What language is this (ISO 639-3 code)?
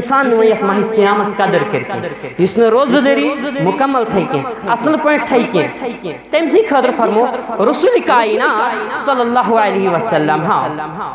kas